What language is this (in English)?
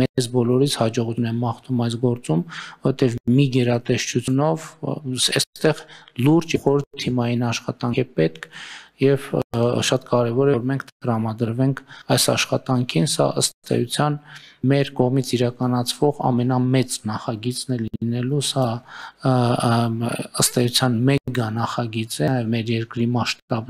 Armenian